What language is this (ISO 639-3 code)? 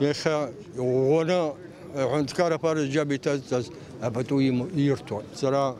abk